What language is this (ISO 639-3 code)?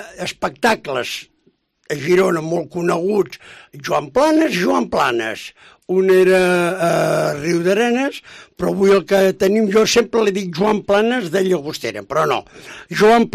cat